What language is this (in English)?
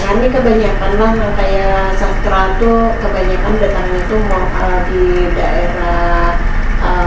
Banjar